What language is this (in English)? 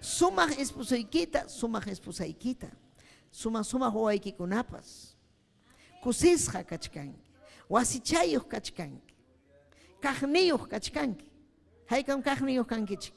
Ayacucho Quechua